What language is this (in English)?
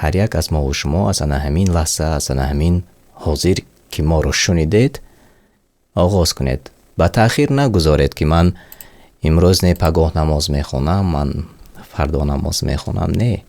Tajik